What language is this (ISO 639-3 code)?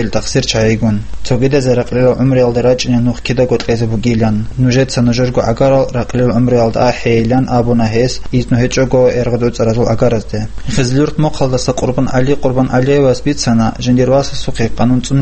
ava